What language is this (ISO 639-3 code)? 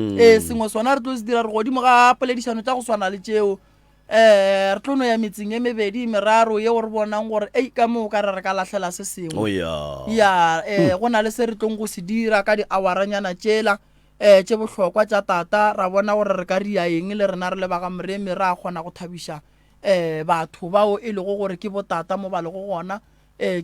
nso